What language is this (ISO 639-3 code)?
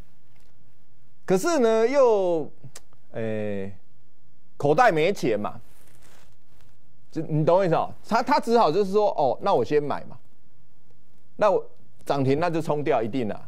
zho